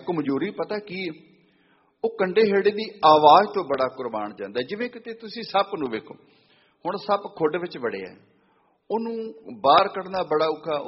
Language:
Punjabi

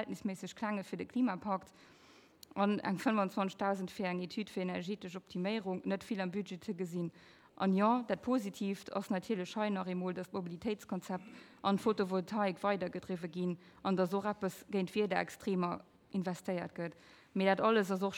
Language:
Luxembourgish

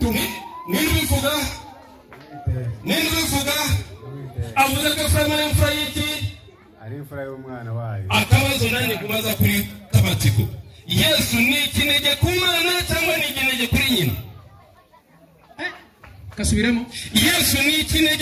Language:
Kinyarwanda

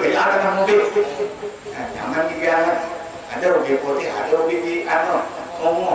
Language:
Banjar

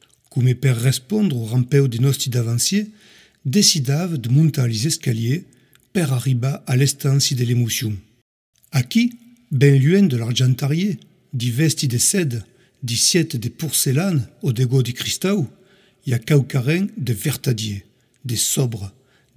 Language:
Occitan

